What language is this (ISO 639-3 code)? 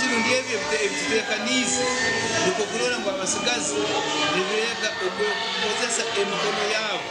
nyn